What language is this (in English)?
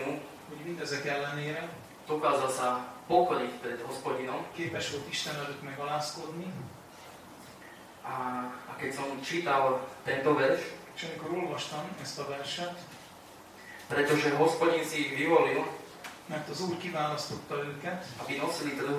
Slovak